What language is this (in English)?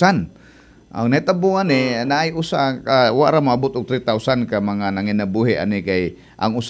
Cebuano